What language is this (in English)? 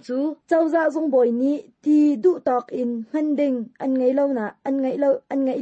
Hakha Chin